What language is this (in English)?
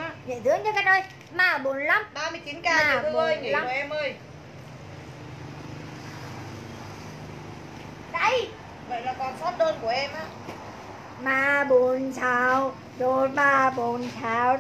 Vietnamese